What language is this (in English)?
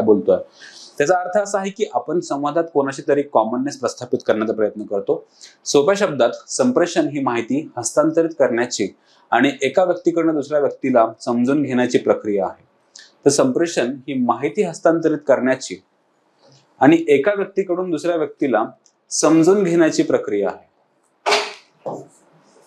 Marathi